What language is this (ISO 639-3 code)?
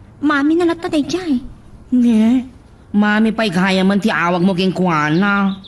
ilo